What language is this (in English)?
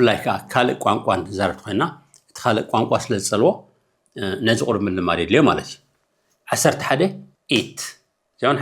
Tigrinya